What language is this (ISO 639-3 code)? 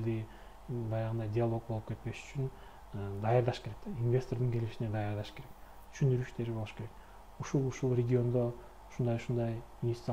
kir